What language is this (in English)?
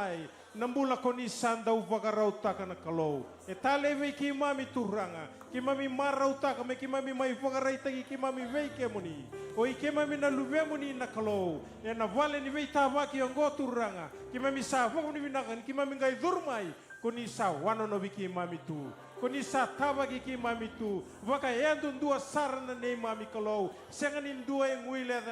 Fijian